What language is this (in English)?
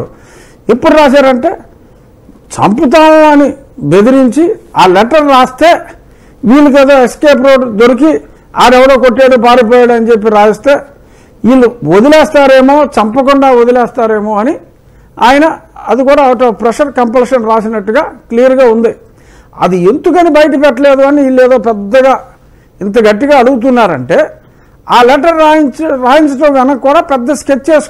Telugu